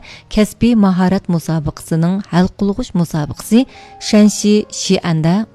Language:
Uyghur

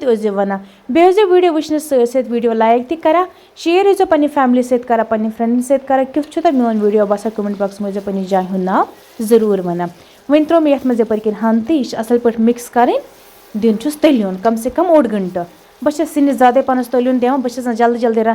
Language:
Kashmiri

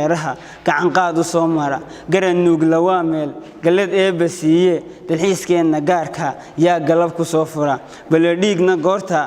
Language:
Somali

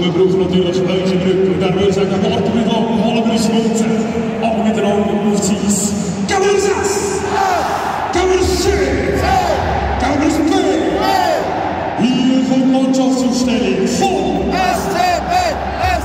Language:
German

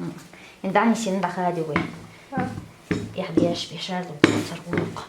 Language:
Chechen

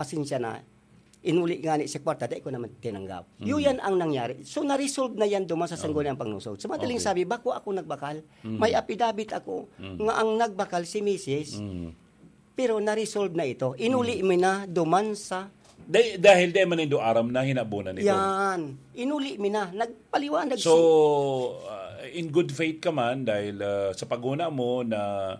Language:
Bikol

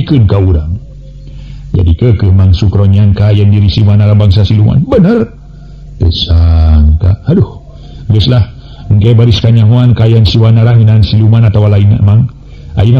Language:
Sundanese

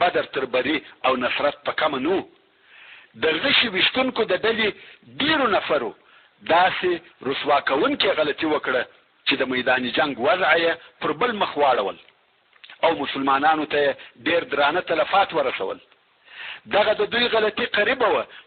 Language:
Pashto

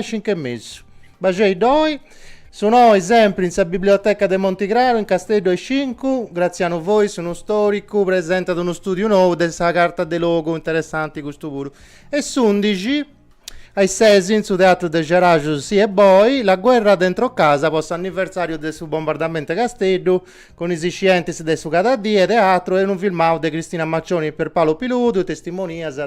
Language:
Sardinian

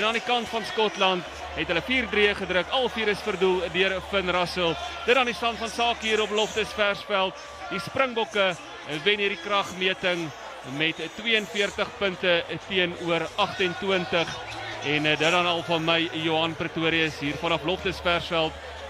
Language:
Afrikaans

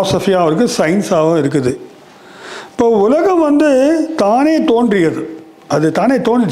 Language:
Tamil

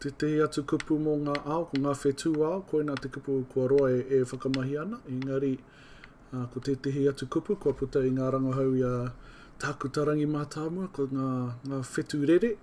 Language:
Māori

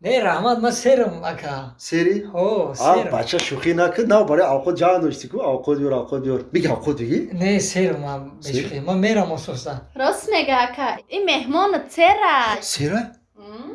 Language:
Tajik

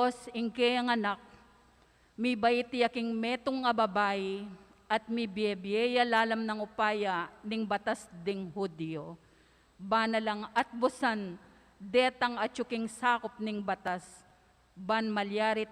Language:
Pampanga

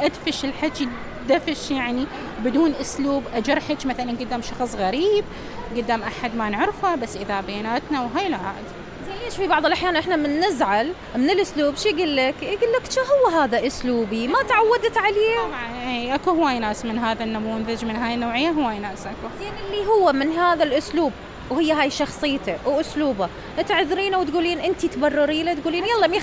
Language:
Mesopotamian Arabic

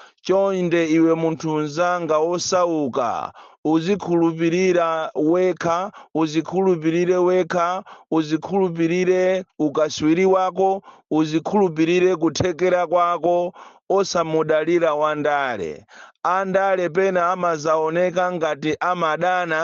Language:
Nyanja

